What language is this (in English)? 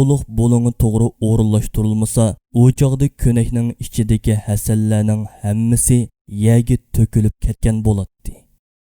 Uyghur